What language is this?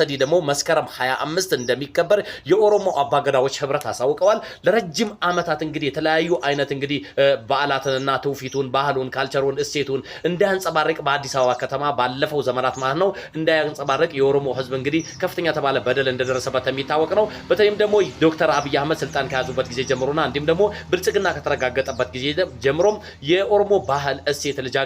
Amharic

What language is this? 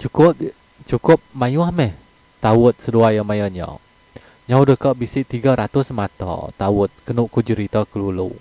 Iban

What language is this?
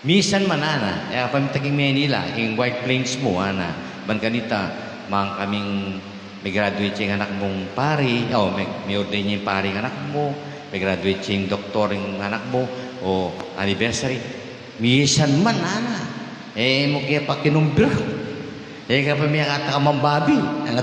Pampanga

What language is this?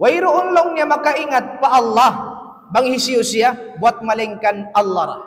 Tausug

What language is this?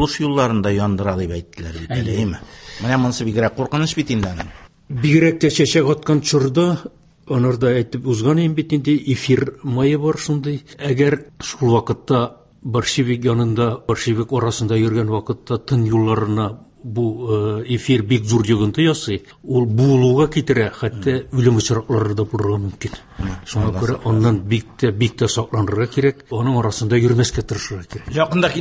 Tatar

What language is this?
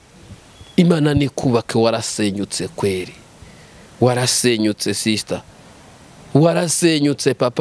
Kinyarwanda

